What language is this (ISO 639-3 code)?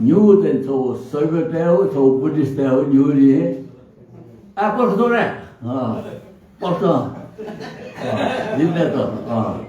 new